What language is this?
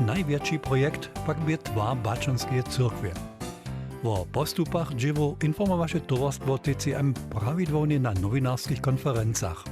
Upper Sorbian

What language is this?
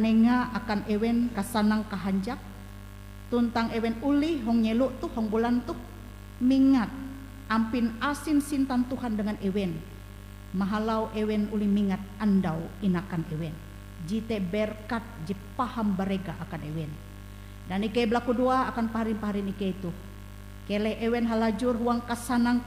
Ngaju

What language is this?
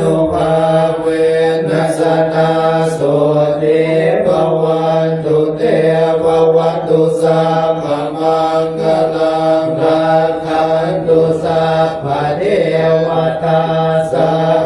Pali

